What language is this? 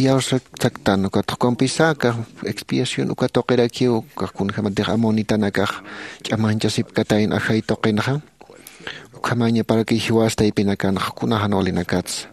Aymara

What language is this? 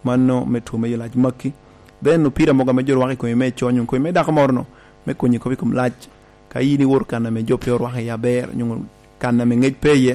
Lango (Uganda)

